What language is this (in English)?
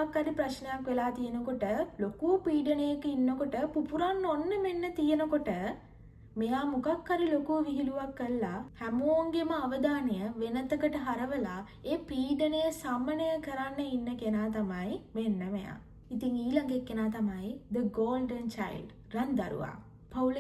Sinhala